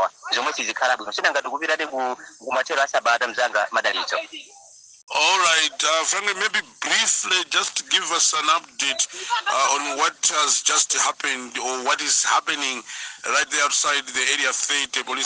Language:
Nyanja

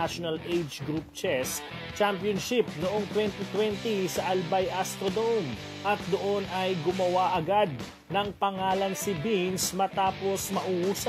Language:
Filipino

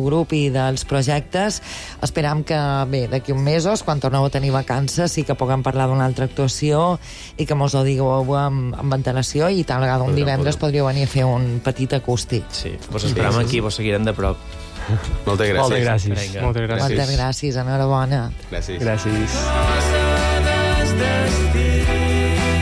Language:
Catalan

